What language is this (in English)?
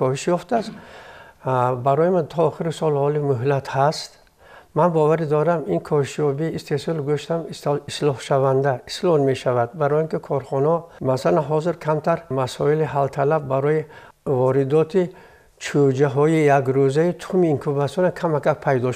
Tajik